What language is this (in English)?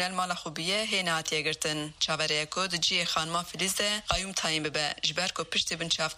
Kurdish